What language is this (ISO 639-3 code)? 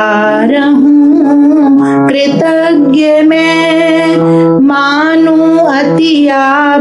hin